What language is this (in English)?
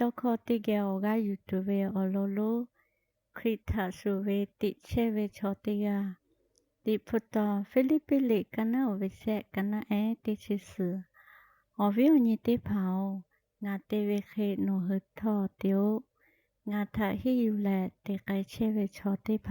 Lahu